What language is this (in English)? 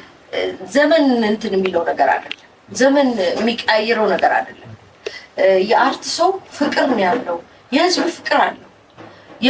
Amharic